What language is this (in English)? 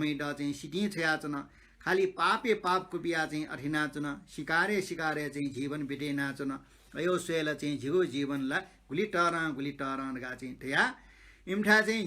Newari